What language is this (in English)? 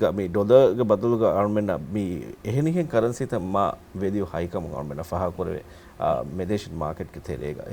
Divehi